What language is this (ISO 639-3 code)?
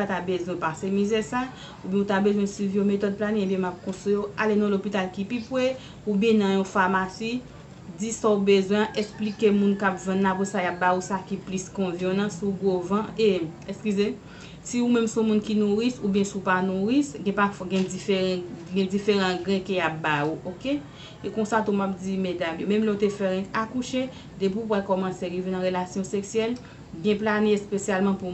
hat